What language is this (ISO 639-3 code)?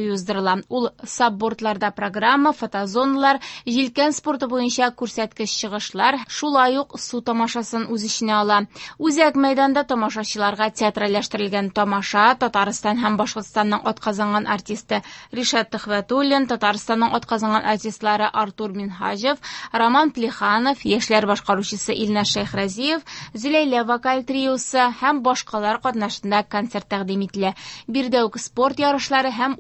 tat